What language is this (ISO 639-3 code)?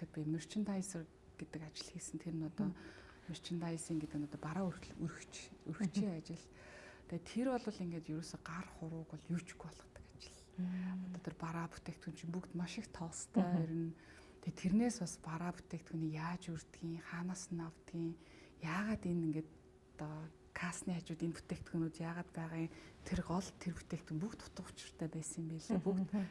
mon